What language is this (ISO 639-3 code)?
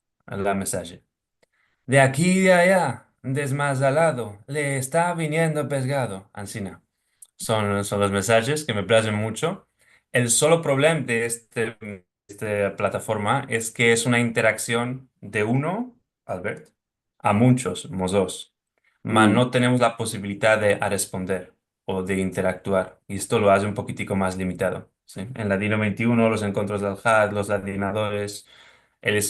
lad